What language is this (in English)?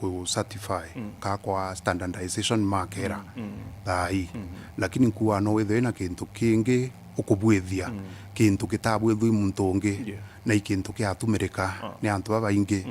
Meru